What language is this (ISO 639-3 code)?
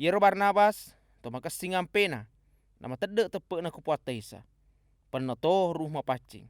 bug